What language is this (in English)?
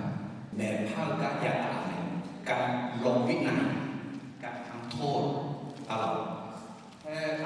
Akha